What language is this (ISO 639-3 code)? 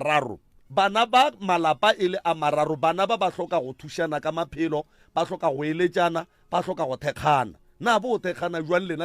nso